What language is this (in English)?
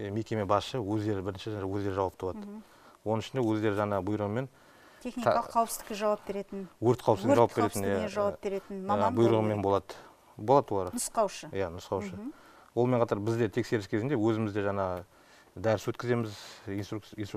Kazakh